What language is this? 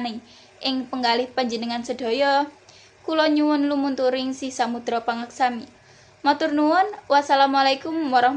Javanese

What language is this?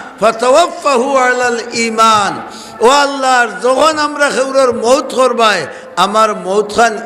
Sylheti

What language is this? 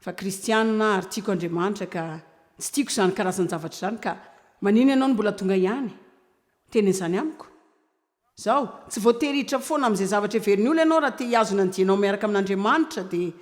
Malagasy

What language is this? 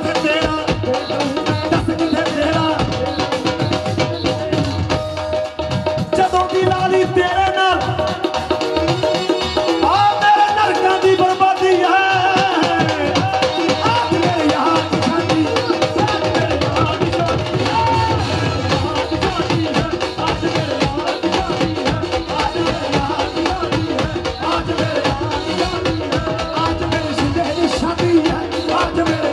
Punjabi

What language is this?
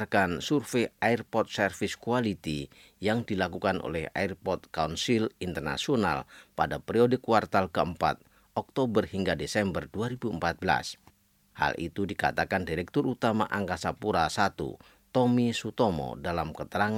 Indonesian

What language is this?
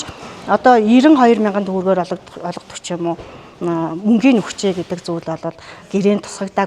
Mongolian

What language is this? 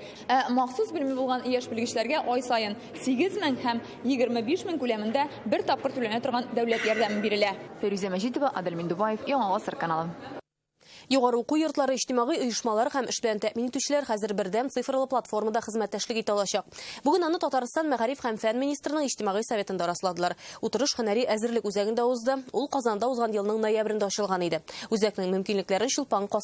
Tatar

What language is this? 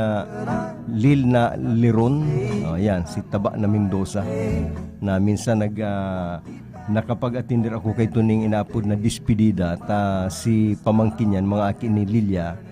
Bikol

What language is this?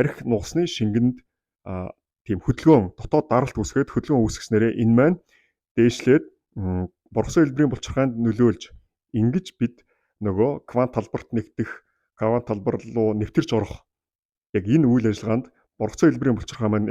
Mongolian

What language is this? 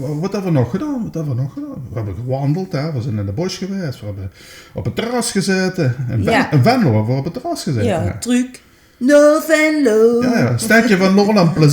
Limburgish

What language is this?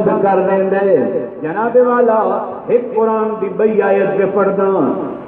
Saraiki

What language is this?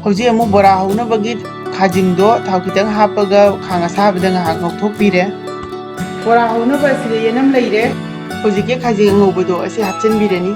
Manipuri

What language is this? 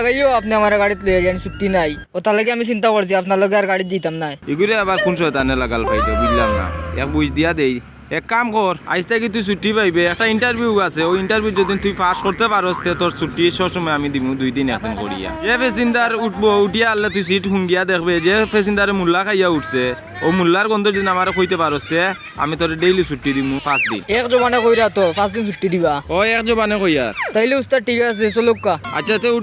Sylheti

